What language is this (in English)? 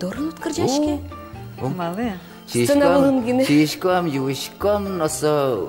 Udmurt